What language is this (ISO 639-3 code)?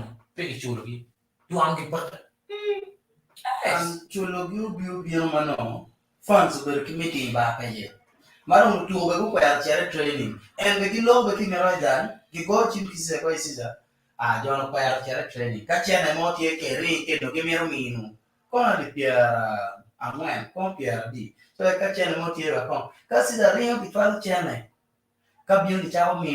ach